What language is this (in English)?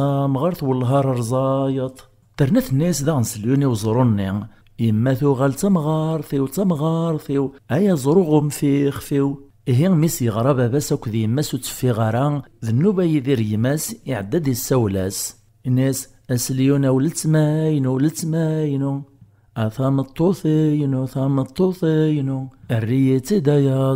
Kabyle